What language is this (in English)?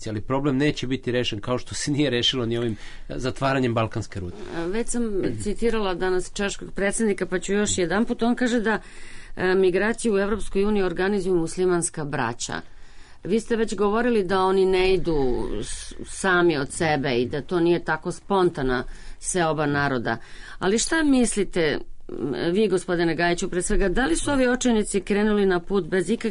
Serbian